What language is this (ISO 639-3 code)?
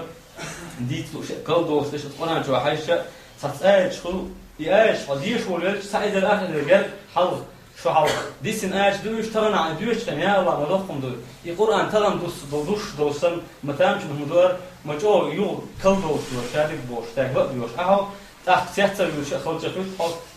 che